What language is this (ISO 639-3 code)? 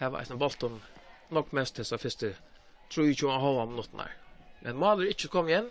fao